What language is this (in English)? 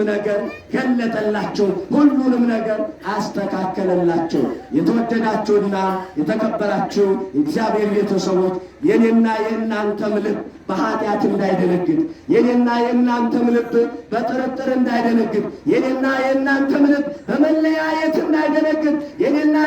Amharic